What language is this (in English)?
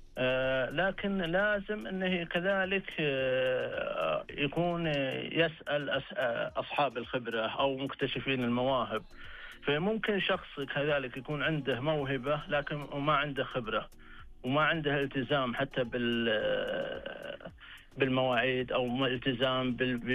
Najdi Arabic